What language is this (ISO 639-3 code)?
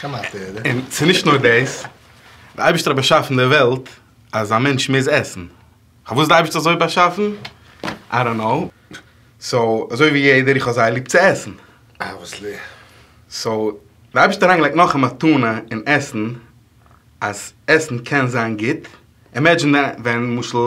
yid